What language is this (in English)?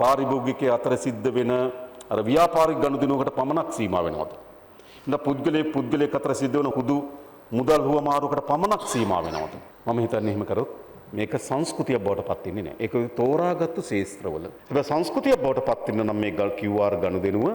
Sinhala